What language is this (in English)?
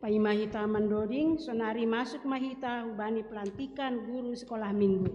Batak Simalungun